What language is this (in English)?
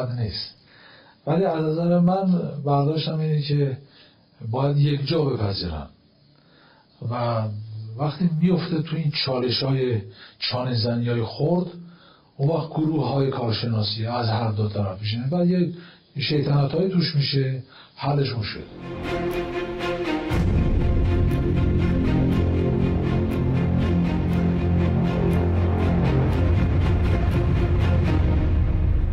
Persian